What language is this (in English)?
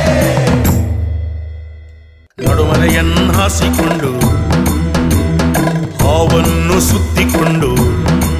Kannada